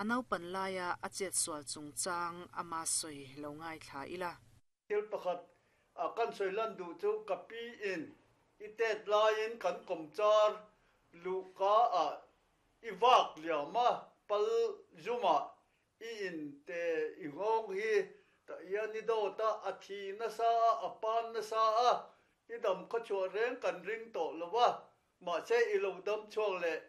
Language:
Mizo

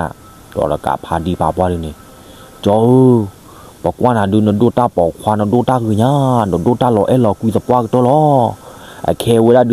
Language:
S'gaw Karen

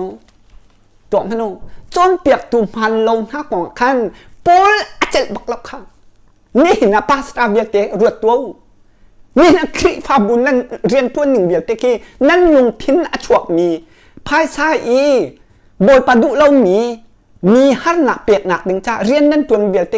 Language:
Hakha Chin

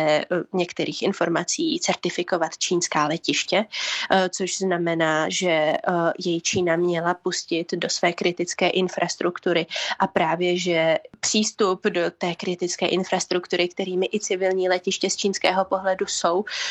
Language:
Czech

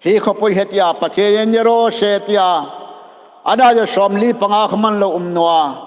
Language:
Hmar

